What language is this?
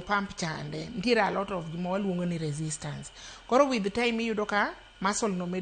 Luo (Kenya and Tanzania)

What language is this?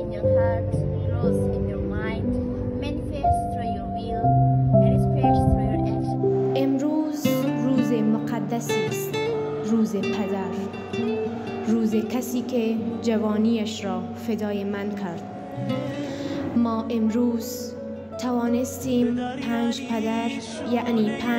Persian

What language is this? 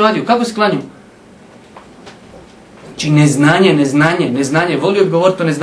Bosnian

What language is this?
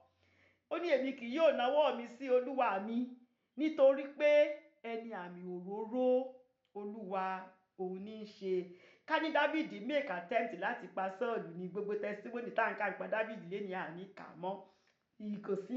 Yoruba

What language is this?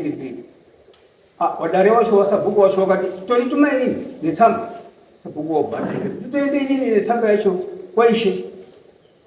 Shona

